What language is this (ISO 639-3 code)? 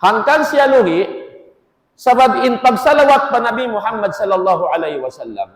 tsg